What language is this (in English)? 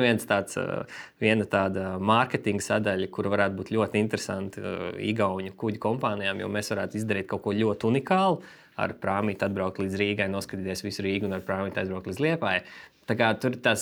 Latvian